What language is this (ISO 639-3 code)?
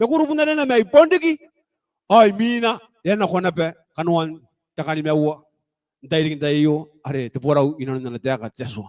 gil